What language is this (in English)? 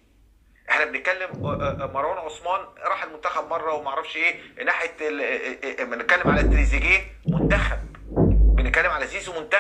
Egyptian Arabic